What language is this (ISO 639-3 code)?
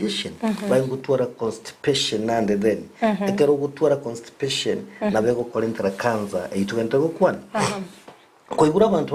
guz